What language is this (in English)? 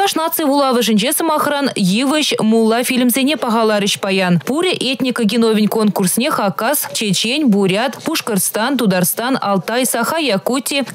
Chuvash